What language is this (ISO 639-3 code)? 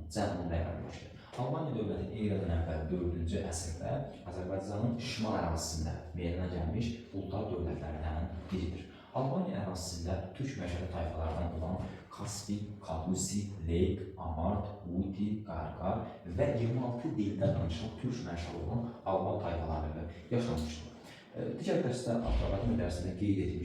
aze